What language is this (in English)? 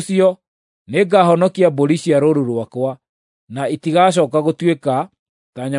Kikuyu